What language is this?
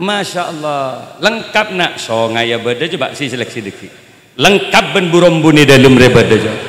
Madurese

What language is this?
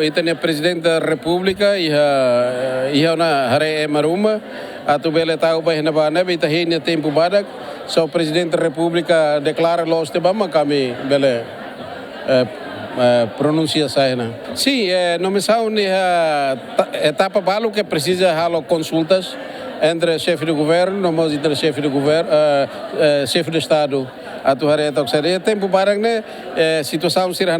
Tetum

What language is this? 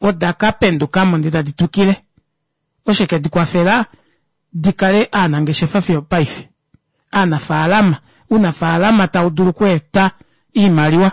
Kuanyama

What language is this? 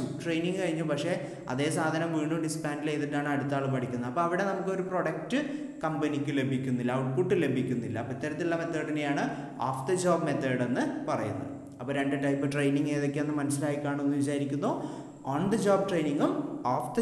Malayalam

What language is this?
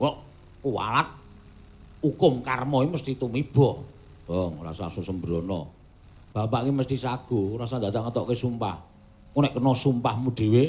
Javanese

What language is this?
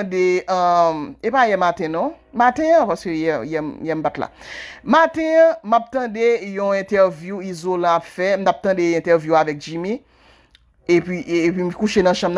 Haitian Creole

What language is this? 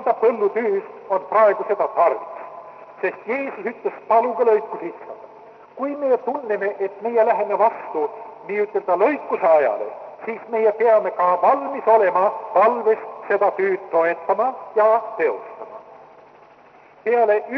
Estonian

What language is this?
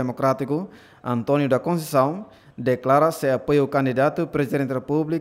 Tetum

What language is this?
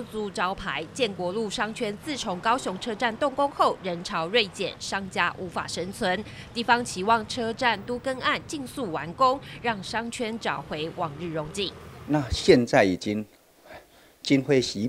Chinese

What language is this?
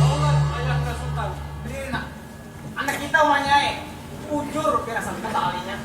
Banjar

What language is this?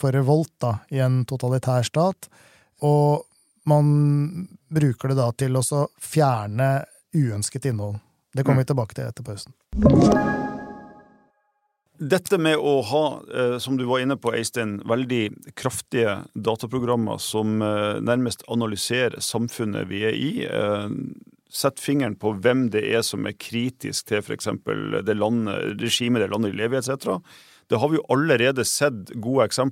Norwegian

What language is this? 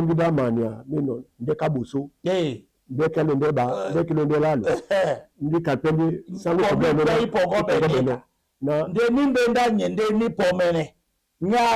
Duala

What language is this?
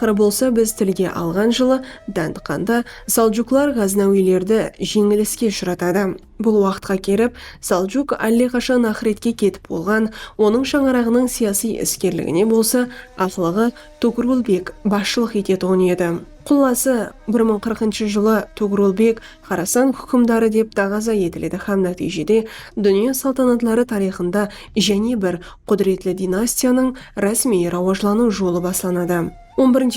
Kara-Kalpak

